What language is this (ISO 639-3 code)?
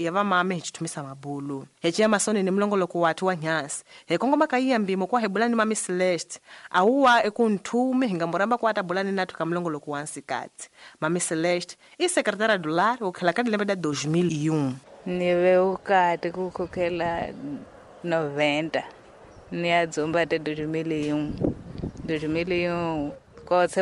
tso